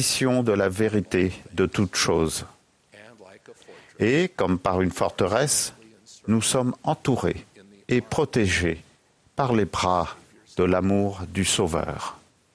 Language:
French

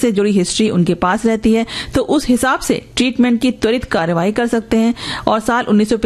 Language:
Hindi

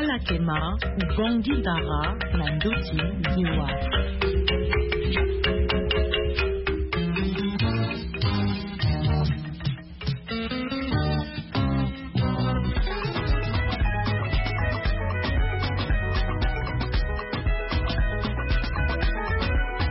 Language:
Sango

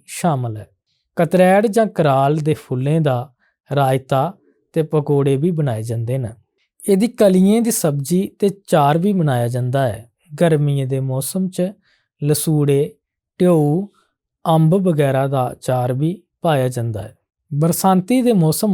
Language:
Dogri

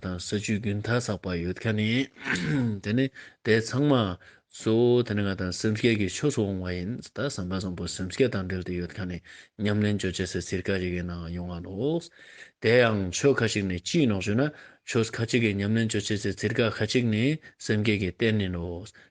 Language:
Ladakhi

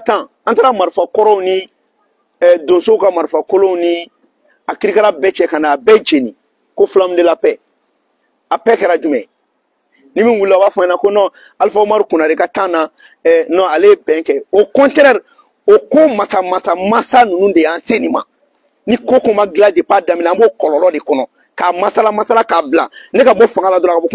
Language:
Bambara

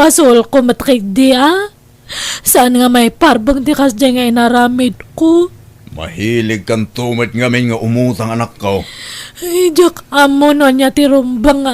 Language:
Iloko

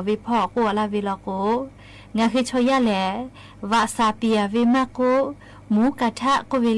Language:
Lahu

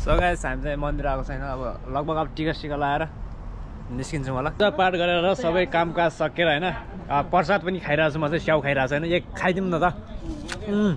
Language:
Nepali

